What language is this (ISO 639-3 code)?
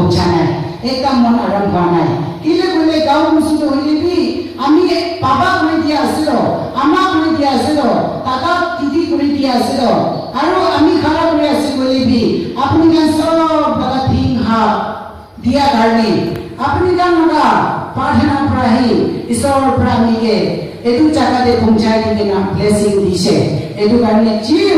nag